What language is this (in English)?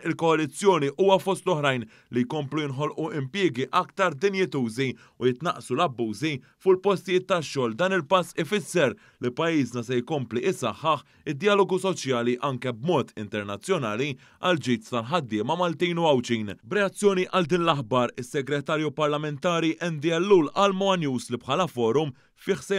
Maltese